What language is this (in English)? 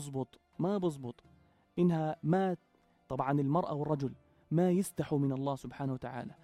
North Levantine Arabic